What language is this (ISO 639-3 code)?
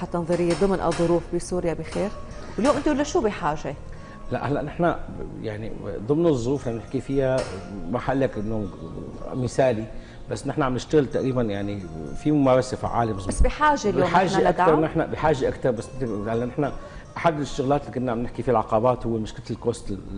apc